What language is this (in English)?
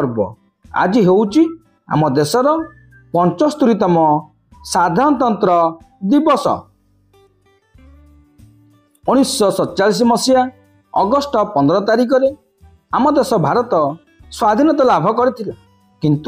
Odia